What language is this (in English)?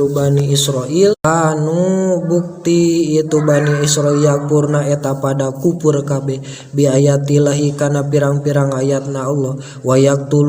Sundanese